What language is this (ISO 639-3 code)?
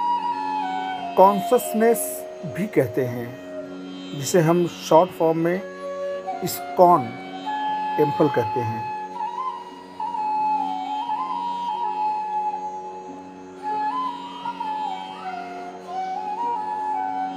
hin